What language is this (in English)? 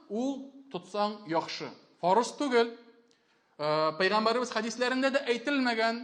Tatar